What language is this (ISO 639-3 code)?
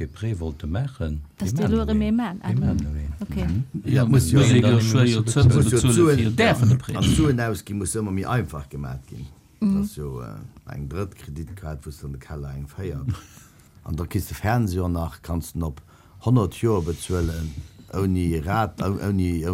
ltz